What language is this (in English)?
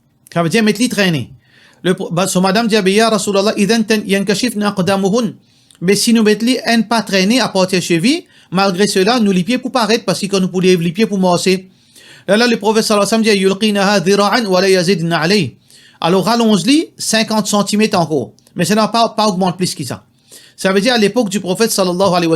Morisyen